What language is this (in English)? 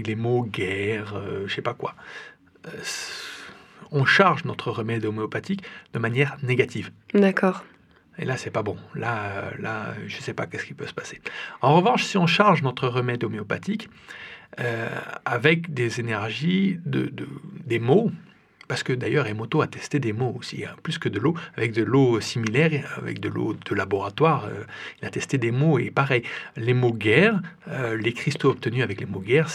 French